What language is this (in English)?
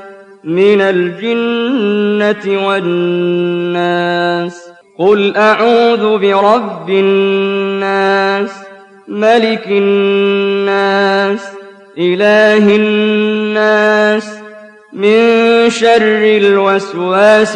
Arabic